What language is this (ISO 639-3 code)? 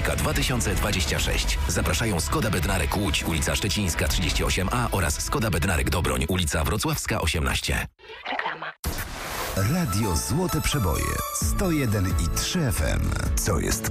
pol